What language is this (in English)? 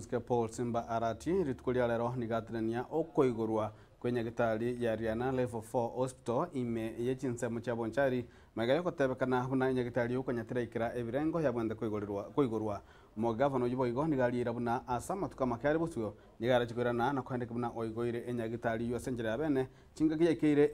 Gusii